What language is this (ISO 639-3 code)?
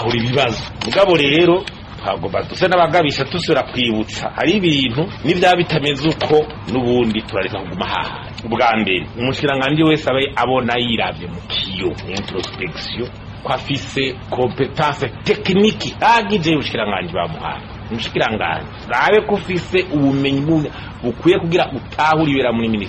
run